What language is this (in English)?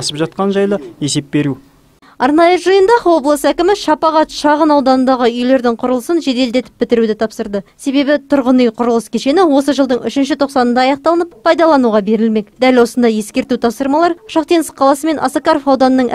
Kazakh